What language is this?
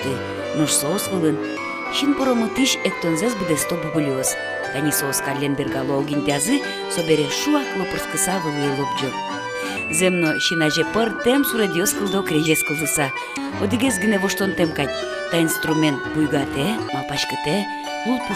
Udmurt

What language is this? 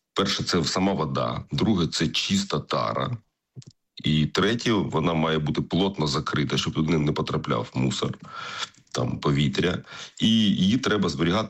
Ukrainian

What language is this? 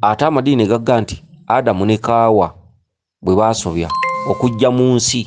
Ganda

